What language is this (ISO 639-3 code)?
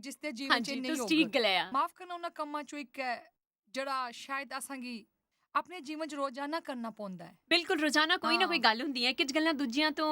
doi